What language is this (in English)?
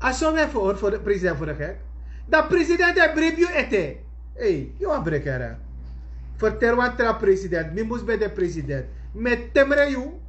Sranan Tongo